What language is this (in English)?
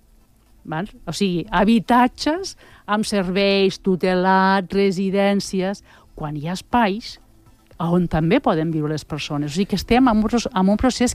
Catalan